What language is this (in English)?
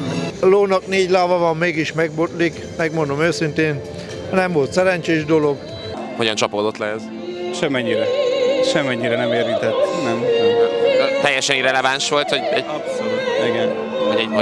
Hungarian